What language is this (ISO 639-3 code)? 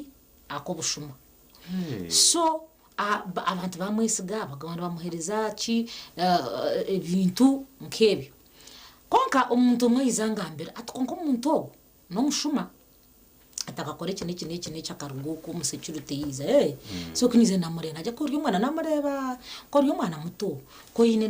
nyn